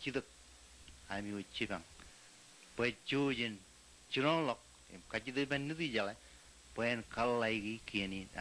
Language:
Marshallese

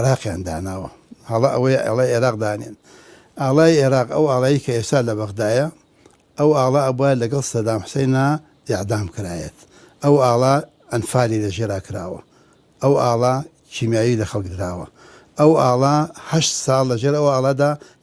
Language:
Central Kurdish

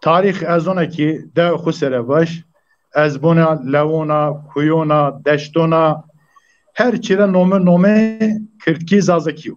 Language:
Zaza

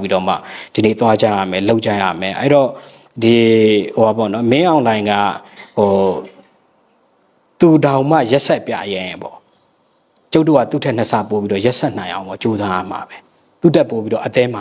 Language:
Burmese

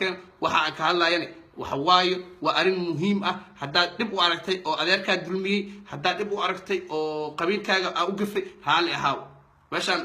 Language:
Somali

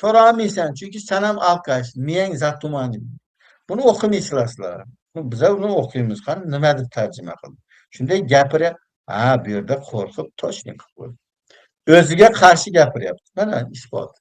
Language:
Uzbek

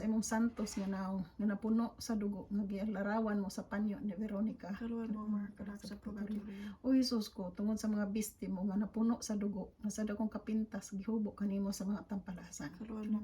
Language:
Cebuano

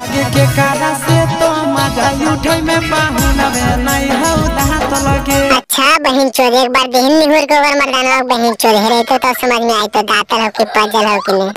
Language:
Magahi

